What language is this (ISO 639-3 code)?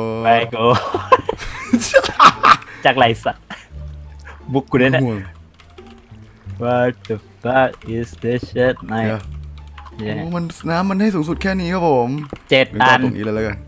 tha